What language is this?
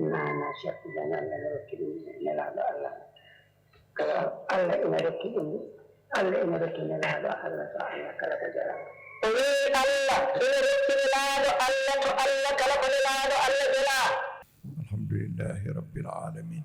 Fula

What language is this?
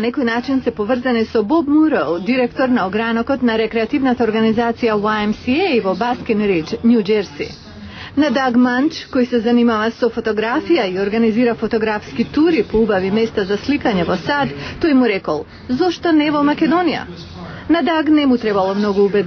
Macedonian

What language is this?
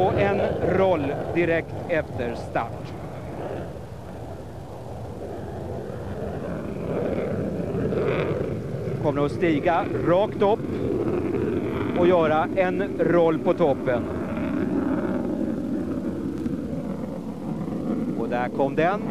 Swedish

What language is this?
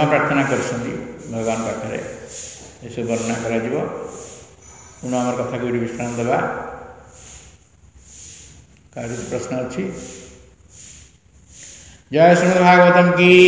Odia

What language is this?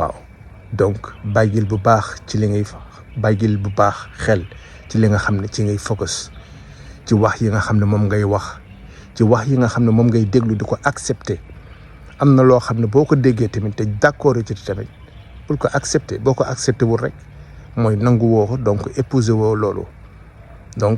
Wolof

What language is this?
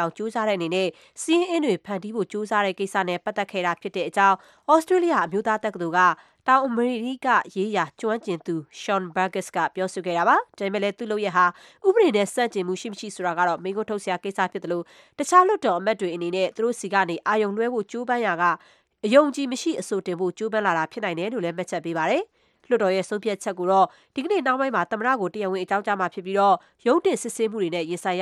Burmese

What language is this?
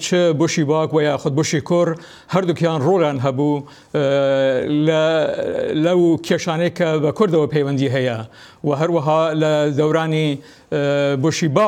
Central Kurdish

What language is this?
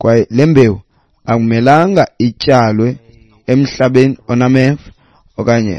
Xhosa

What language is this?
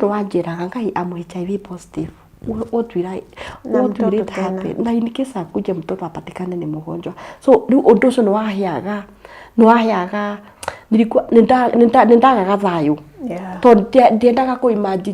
Kikuyu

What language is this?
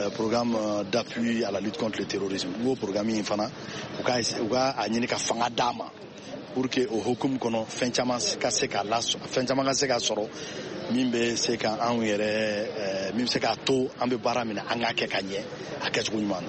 Bambara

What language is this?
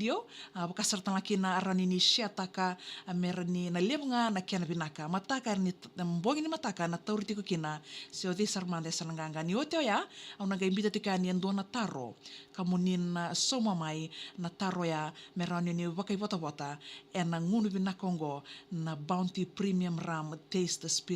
Fijian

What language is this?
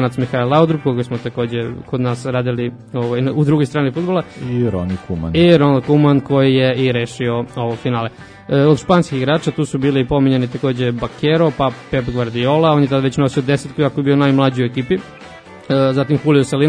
Serbian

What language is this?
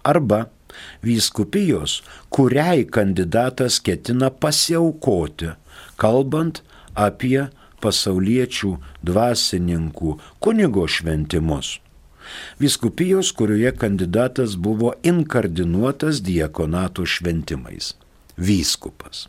Lithuanian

